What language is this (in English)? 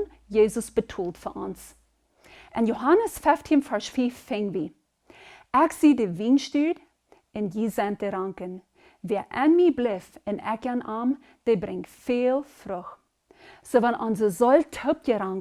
Plautdietsch